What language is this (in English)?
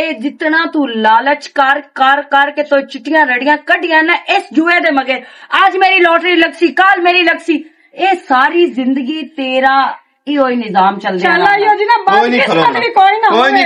Western Panjabi